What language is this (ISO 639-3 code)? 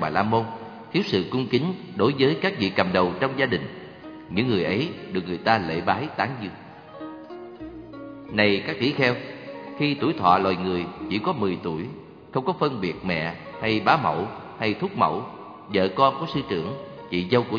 vie